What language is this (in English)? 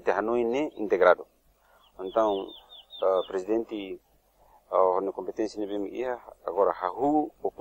Tetum